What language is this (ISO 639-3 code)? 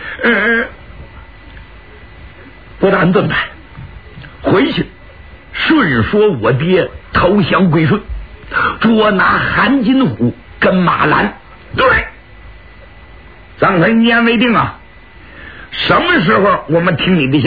zho